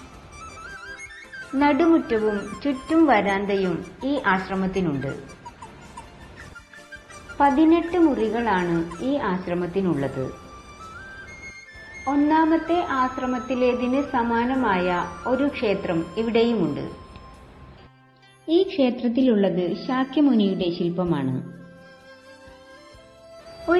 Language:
Malayalam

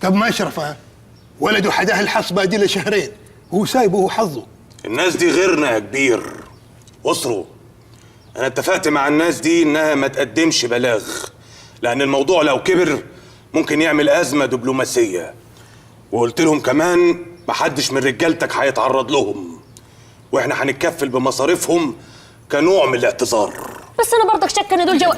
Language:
Egyptian Arabic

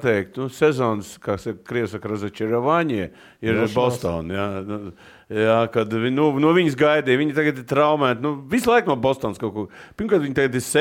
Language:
Latvian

